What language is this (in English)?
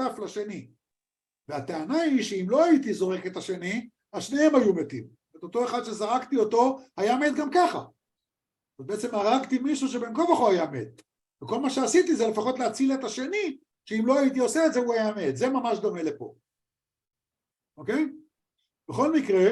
Hebrew